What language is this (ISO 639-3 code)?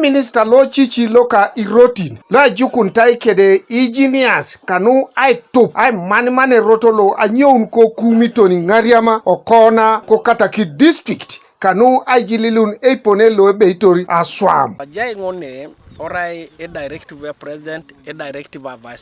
teo